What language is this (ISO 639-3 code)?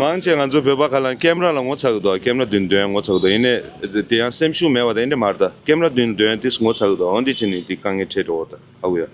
bod